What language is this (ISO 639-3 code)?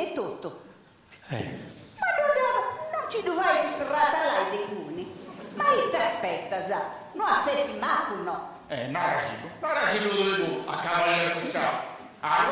srd